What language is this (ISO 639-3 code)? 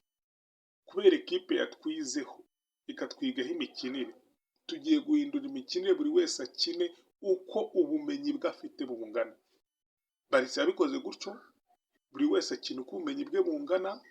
kin